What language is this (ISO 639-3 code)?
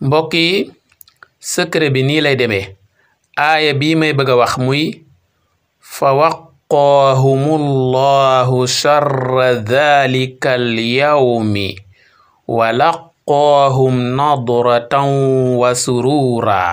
wol